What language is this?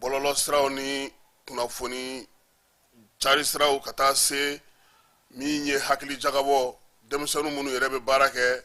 Bambara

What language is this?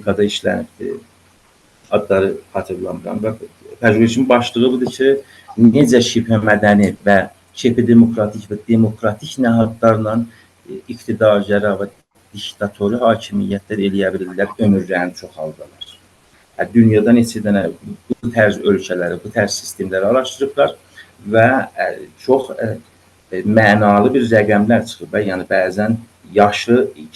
South Azerbaijani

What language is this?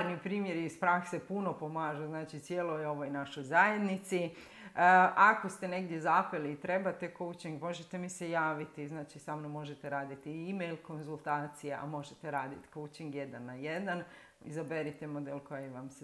Croatian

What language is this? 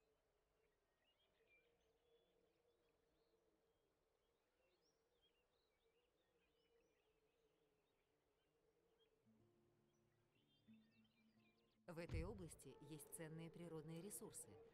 Russian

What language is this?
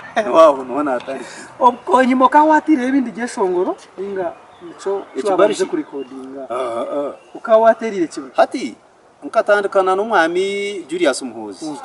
Nyankole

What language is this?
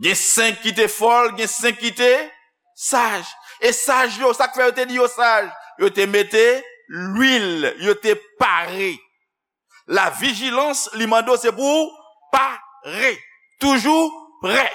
Haitian Creole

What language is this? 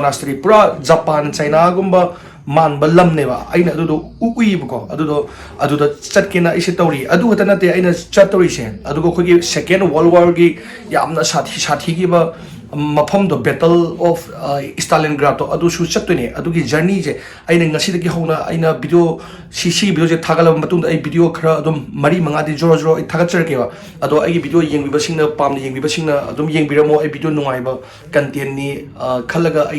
Manipuri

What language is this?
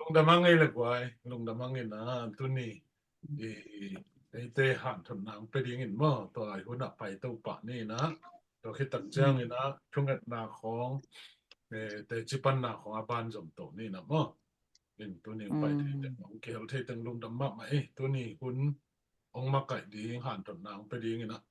Tedim Chin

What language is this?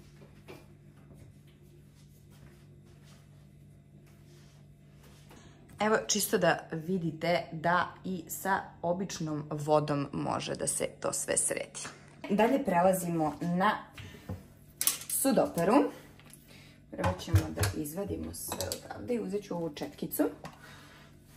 Serbian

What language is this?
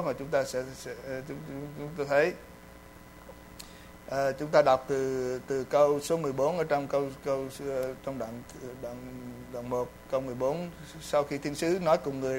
Vietnamese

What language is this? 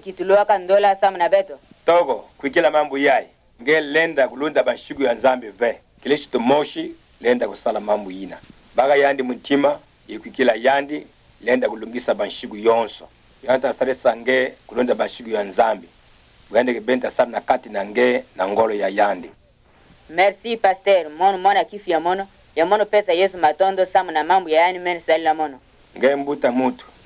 Kituba (Democratic Republic of Congo)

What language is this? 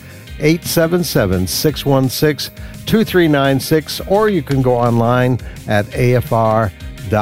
English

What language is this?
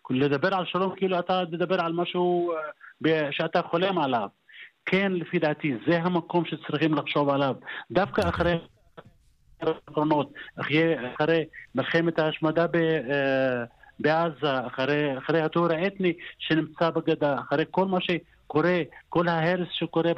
Hebrew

